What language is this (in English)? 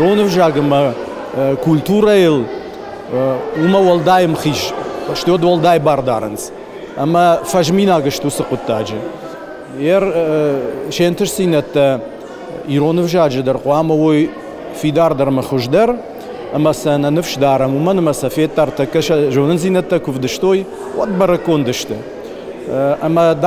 Ossetic